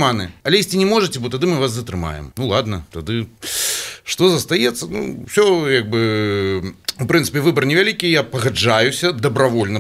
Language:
Belarusian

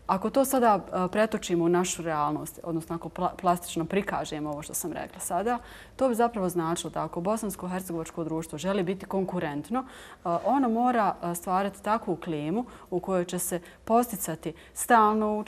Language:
Bosnian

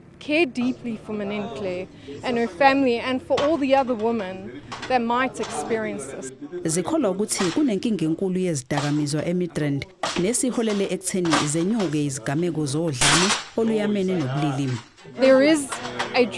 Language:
Zulu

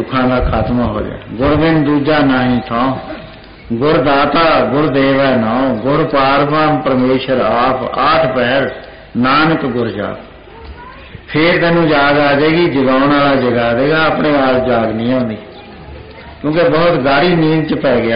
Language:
Punjabi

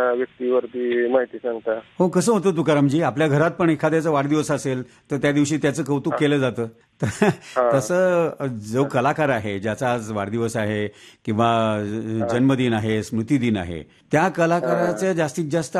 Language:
Marathi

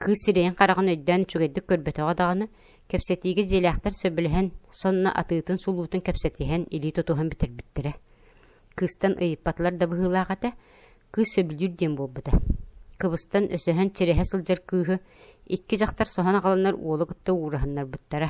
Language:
Yakut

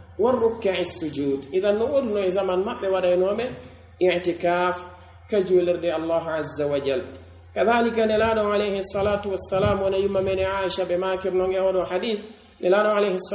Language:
Pular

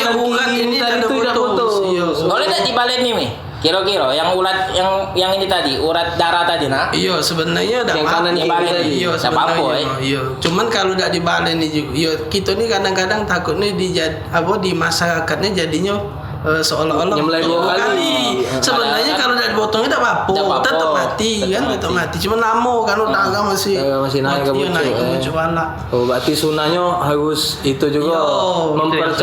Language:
Musi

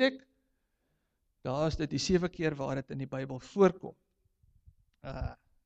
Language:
Afrikaans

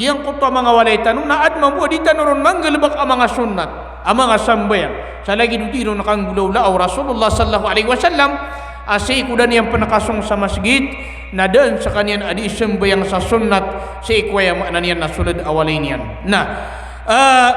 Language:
Maranao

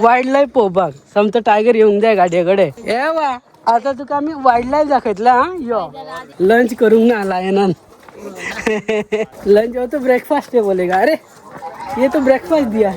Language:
Konkani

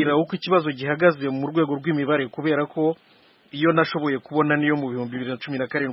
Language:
Kinyarwanda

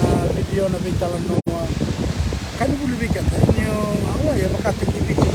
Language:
Fijian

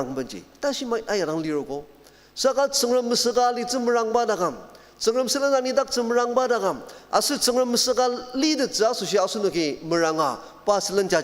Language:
Ao Naga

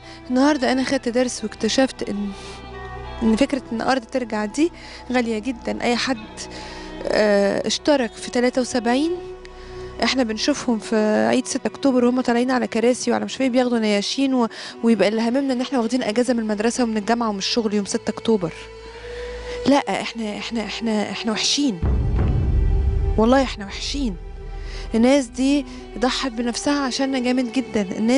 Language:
Egyptian Arabic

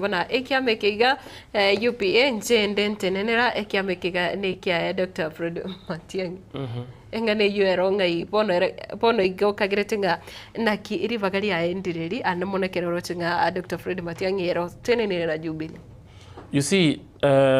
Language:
Gusii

